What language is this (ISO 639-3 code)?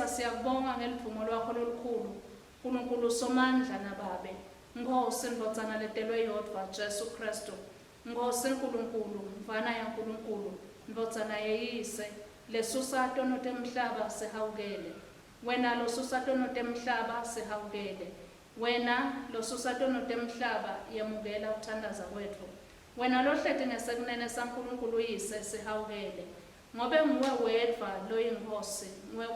ssw